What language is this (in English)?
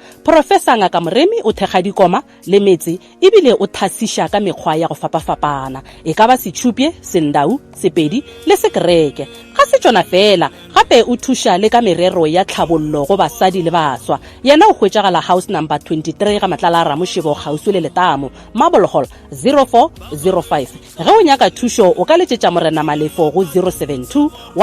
Northern Sotho